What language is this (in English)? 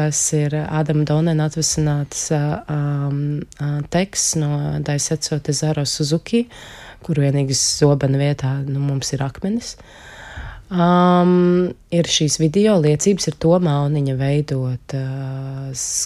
Latvian